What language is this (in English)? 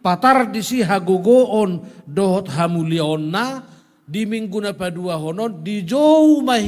Batak Toba